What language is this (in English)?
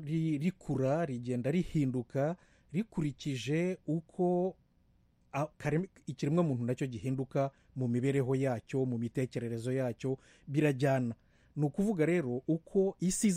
Kinyarwanda